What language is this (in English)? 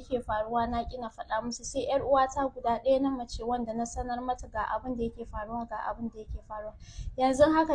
Hausa